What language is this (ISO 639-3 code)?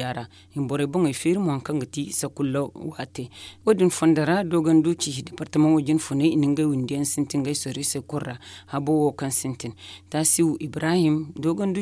dje